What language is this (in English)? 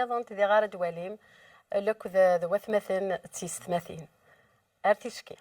Kabyle